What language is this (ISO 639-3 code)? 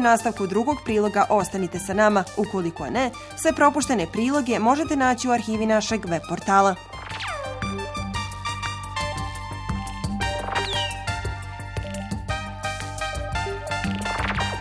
bos